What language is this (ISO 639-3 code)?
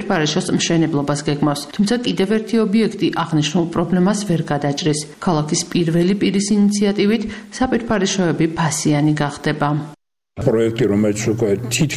kat